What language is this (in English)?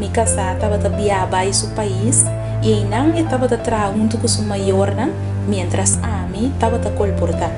Papiamento